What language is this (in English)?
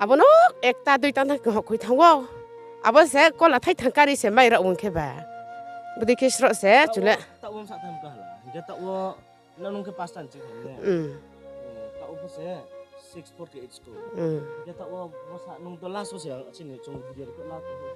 Riang (India)